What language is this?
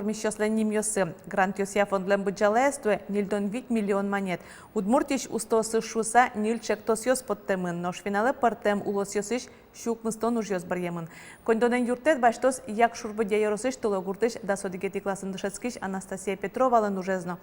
Udmurt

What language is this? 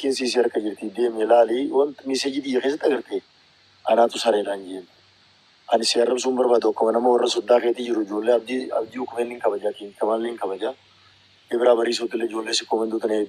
Oromo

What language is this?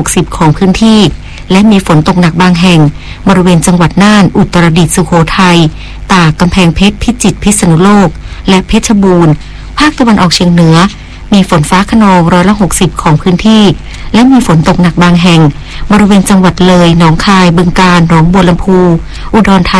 Thai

